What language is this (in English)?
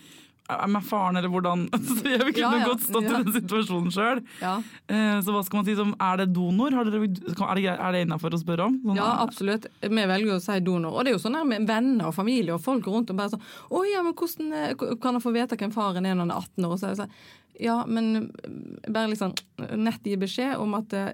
Norwegian